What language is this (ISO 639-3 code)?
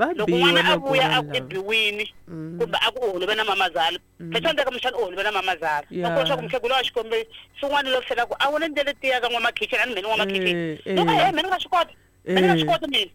tso